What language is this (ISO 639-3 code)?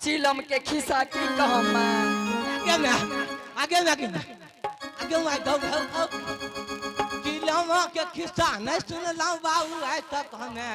anp